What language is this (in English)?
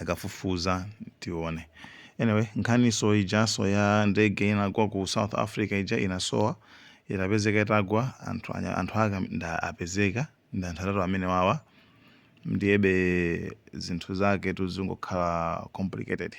Nyanja